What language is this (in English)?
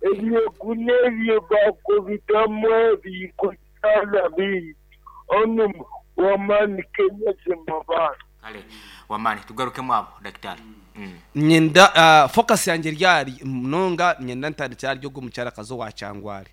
Nyankole